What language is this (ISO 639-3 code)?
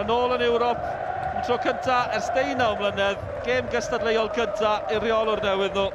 cym